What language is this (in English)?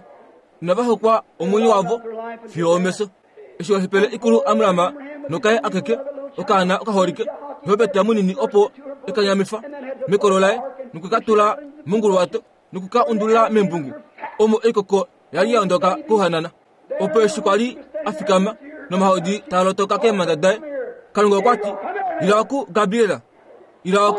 Kuanyama